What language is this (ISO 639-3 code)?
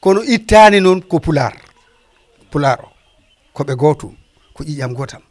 ful